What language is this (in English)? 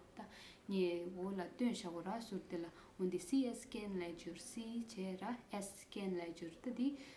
Tibetan